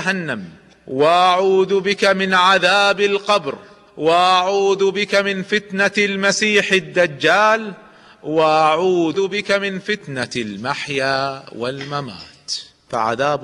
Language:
Arabic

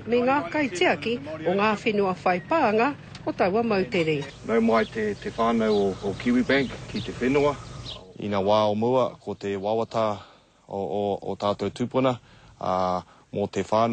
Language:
Māori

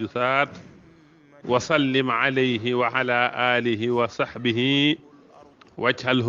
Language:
Wolof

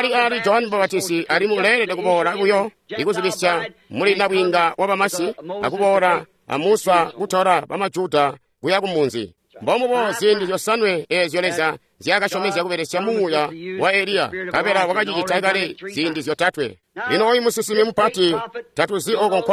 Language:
Tonga (Zambia)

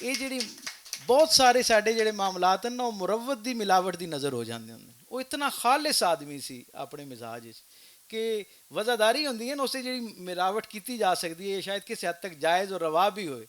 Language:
Western Panjabi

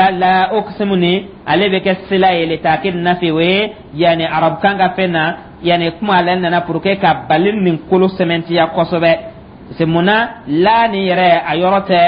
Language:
Dyula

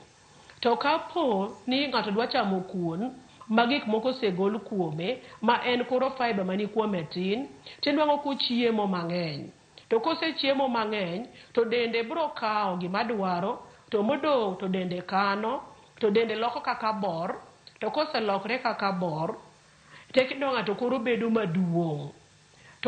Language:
Luo (Kenya and Tanzania)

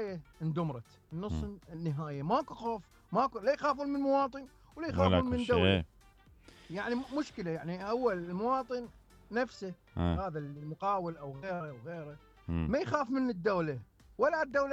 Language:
Mesopotamian Arabic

